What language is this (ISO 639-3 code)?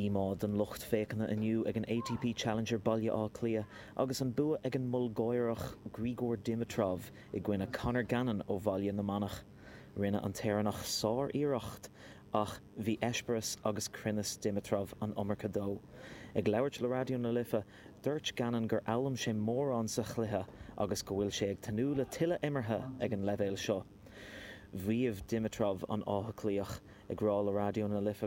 gle